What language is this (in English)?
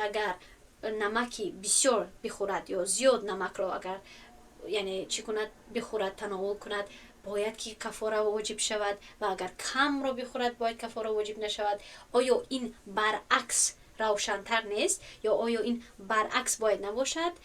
Tajik